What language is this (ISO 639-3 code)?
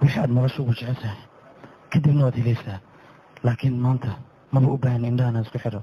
som